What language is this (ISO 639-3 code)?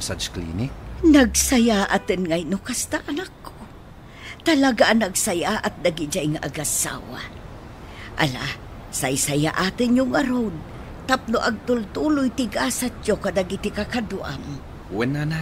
ilo